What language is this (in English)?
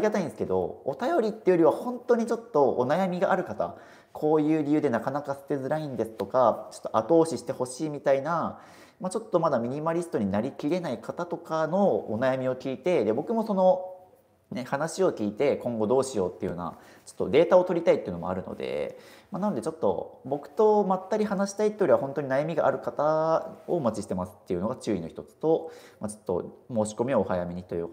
Japanese